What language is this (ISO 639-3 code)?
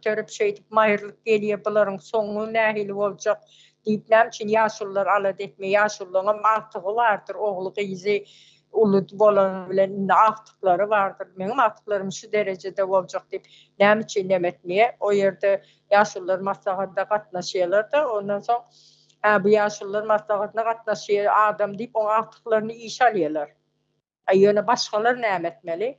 tuk